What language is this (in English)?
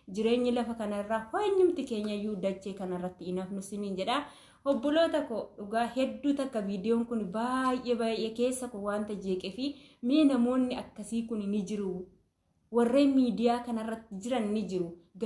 Oromo